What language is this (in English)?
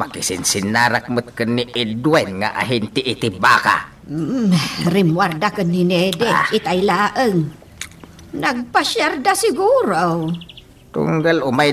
Iloko